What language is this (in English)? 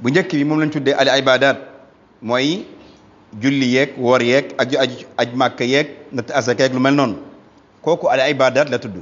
Wolof